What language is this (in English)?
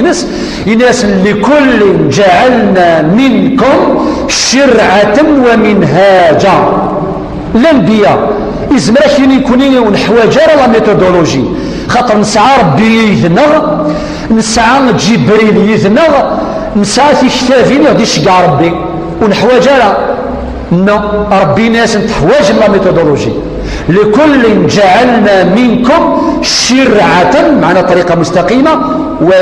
Kabyle